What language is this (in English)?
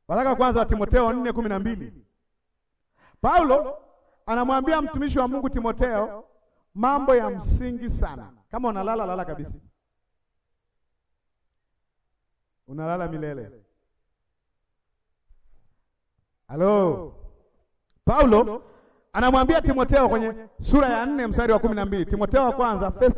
Swahili